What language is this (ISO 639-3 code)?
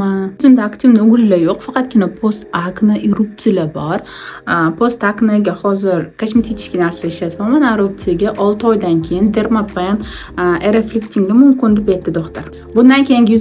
uzb